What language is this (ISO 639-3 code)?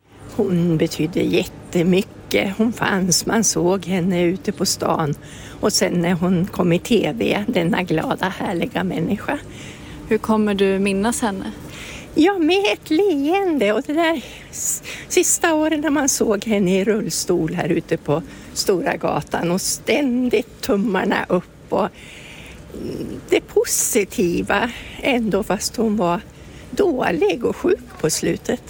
swe